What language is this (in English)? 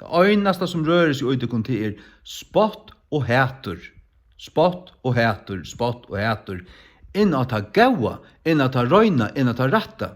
Faroese